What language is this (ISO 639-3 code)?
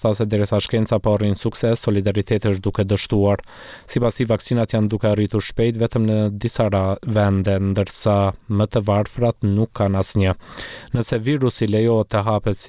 sqi